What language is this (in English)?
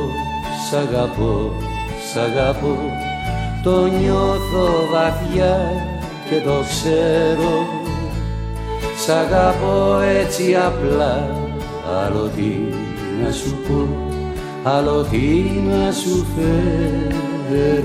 Greek